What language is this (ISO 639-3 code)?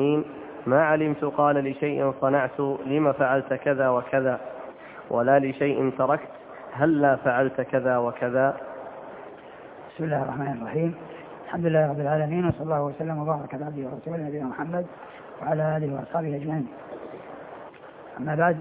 ara